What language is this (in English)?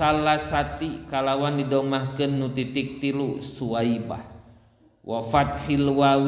Sundanese